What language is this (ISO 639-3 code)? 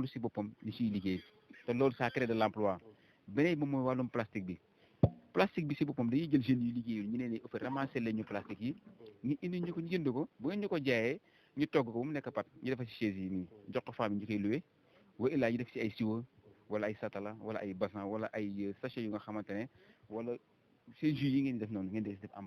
wol